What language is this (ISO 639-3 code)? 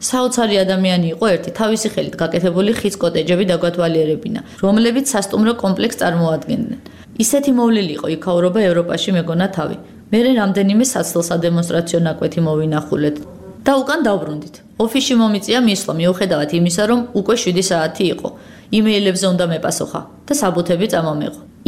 kat